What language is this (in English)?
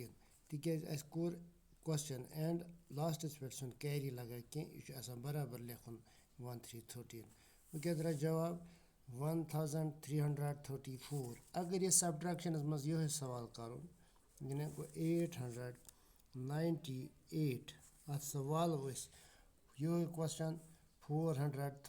Kashmiri